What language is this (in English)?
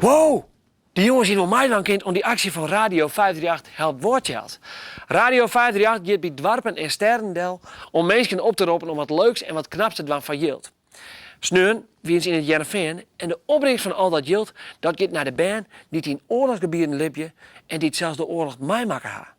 Western Frisian